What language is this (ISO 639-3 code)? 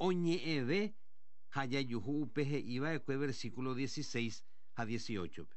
grn